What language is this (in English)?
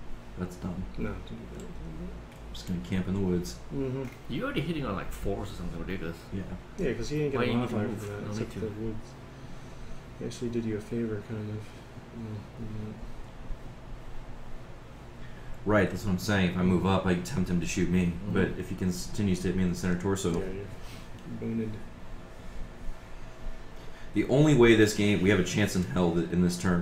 English